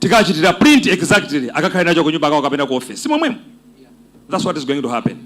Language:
Nyanja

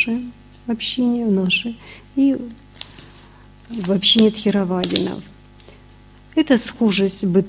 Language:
Russian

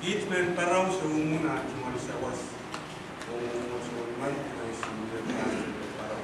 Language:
Pohnpeian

